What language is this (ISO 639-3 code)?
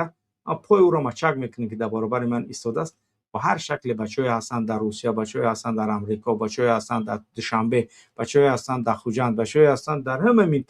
tgk